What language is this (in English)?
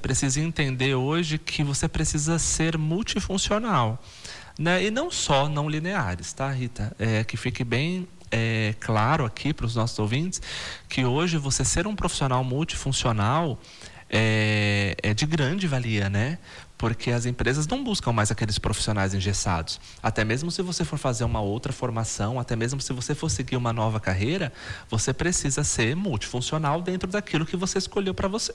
Portuguese